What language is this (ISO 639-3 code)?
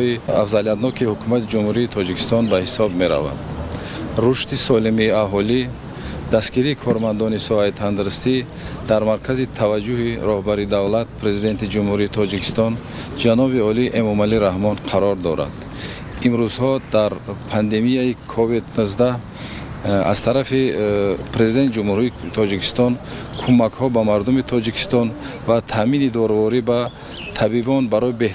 tgk